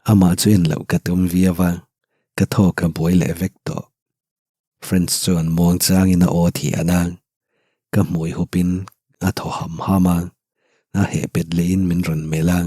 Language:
Mizo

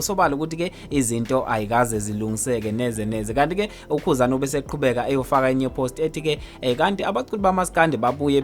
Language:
Zulu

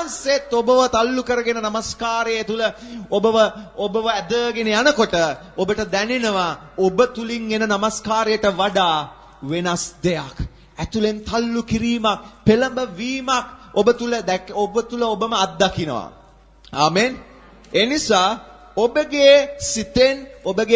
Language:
Sinhala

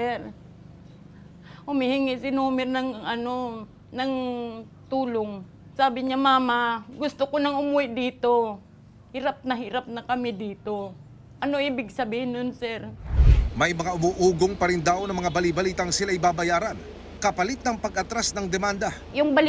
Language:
Filipino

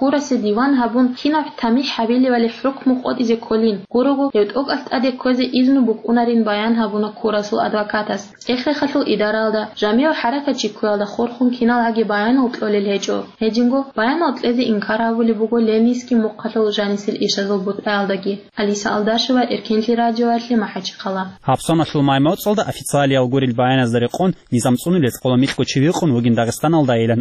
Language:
Avaric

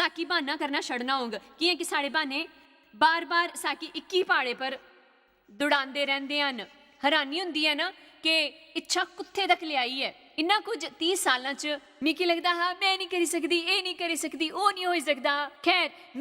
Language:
Dogri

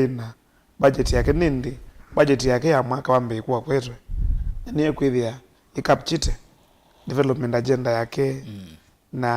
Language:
Kamba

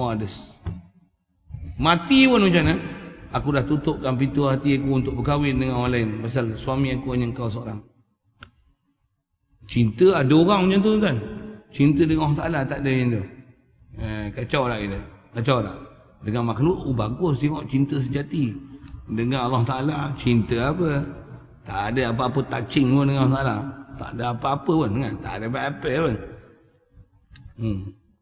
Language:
Malay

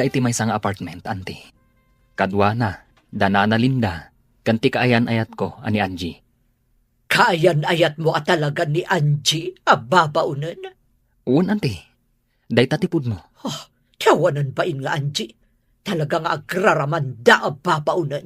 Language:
Iloko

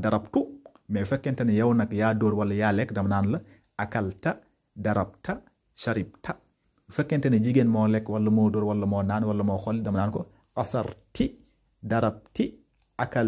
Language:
Wolof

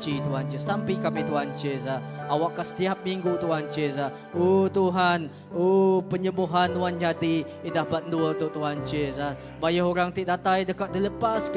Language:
Iban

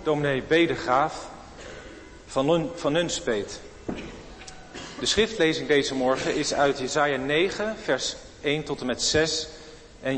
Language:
Dutch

